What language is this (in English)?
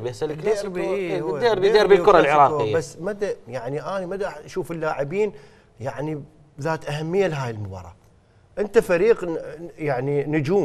Mesopotamian Arabic